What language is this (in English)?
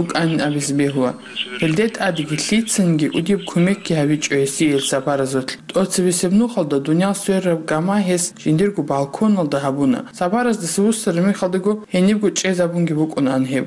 Avaric